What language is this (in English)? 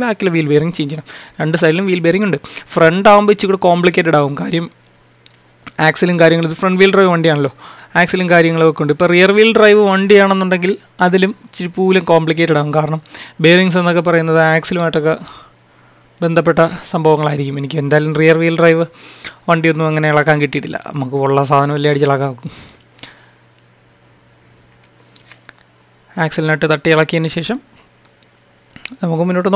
Malayalam